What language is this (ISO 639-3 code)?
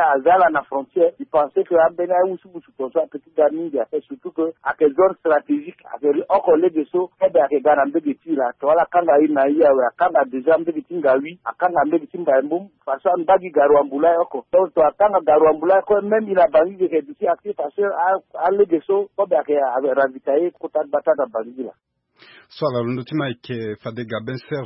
sag